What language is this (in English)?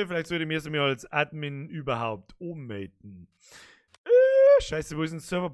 Bavarian